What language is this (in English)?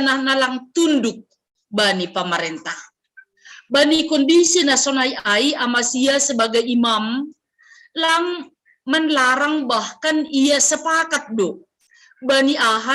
Batak Simalungun